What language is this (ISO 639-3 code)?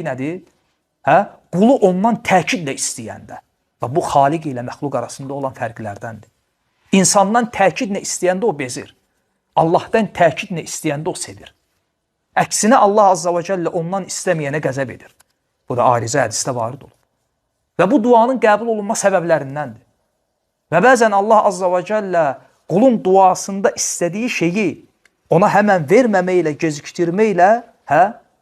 aze